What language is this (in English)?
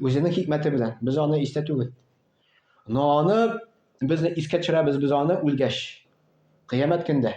Tatar